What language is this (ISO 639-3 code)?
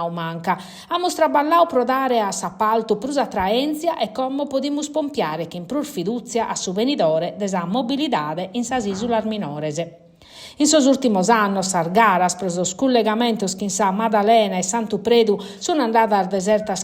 srd